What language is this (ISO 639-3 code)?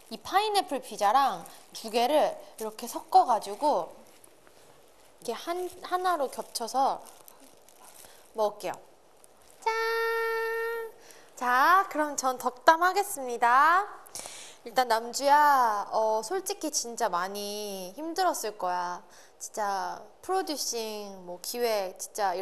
kor